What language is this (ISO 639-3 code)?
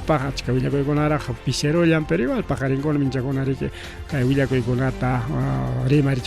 quy